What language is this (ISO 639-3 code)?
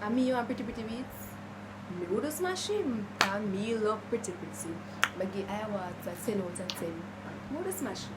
jam